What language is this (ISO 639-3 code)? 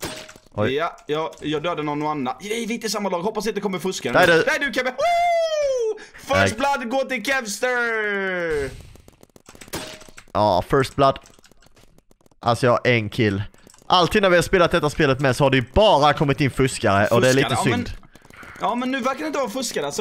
swe